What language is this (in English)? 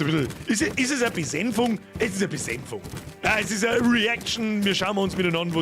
Bavarian